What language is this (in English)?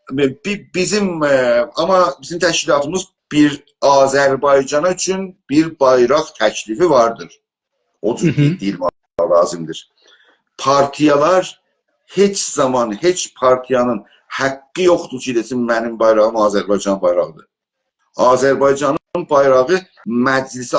South Azerbaijani